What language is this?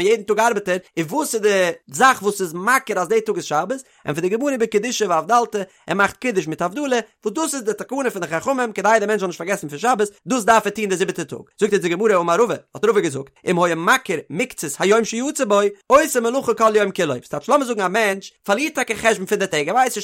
Yiddish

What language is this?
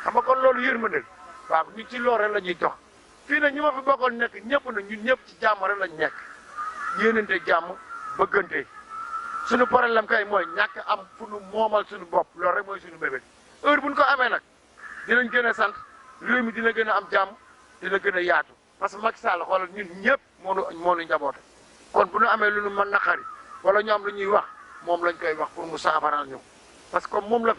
Wolof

